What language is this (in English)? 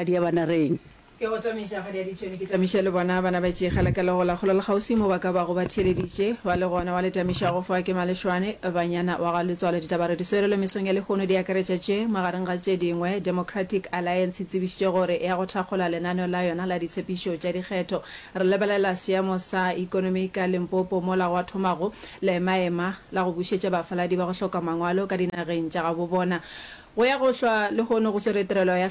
Northern Sotho